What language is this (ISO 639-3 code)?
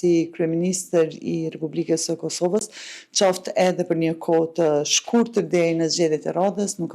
sqi